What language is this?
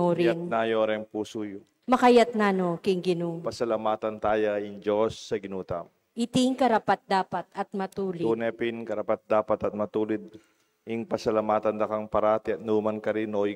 Pampanga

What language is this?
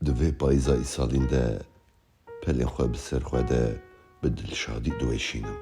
Kurdish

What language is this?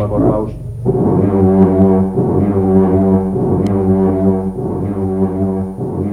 Finnish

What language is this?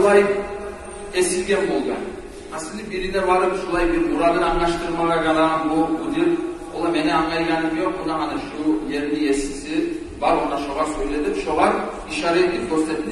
Kumyk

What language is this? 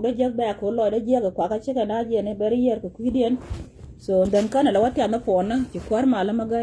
Nuer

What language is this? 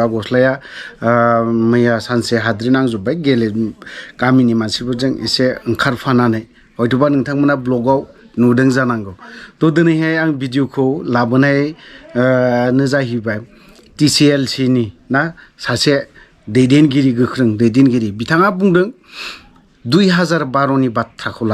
Bodo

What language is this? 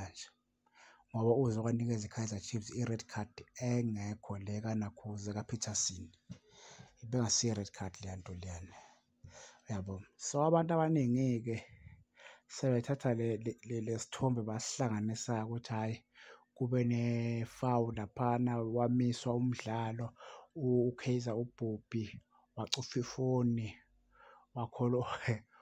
Zulu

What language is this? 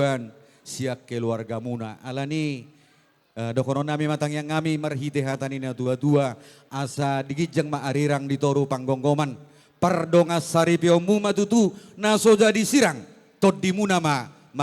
Batak Toba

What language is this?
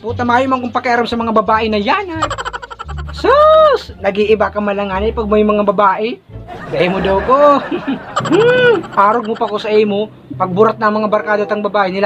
Bikol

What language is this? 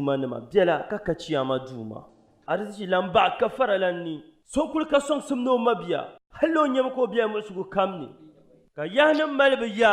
Dagbani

